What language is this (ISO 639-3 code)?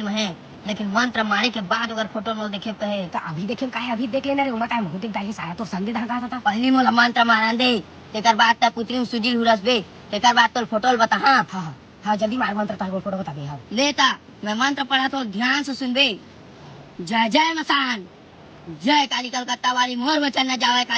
hne